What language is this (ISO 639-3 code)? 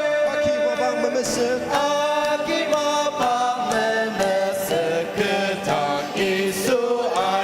njo